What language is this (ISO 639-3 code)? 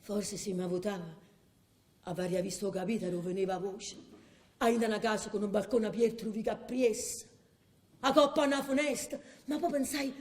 nap